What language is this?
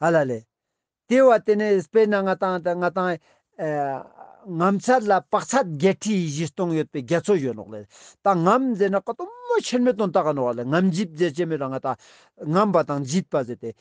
Ladakhi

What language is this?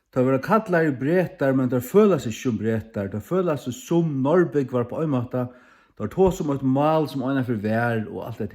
Faroese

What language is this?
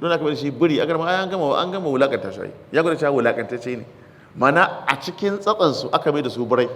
Hausa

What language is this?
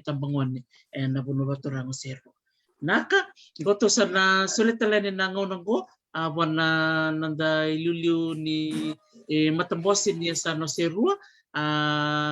Fijian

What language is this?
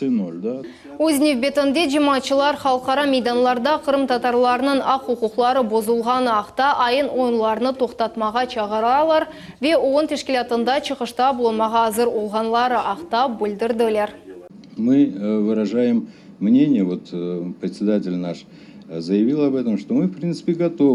Crimean Tatar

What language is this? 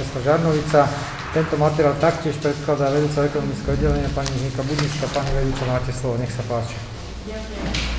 Slovak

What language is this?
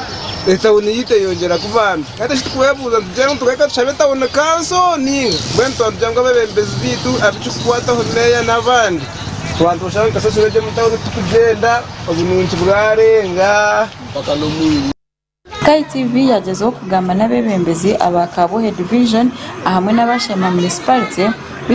Nyankole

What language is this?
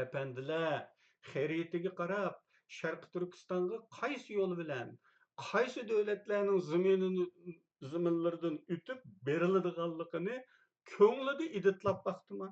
Uyghur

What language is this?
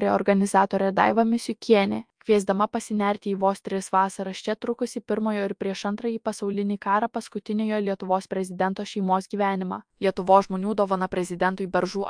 Lithuanian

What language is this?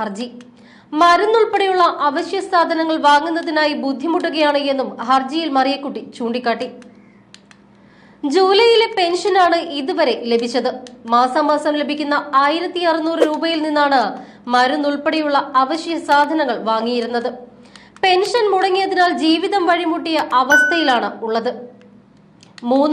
Malayalam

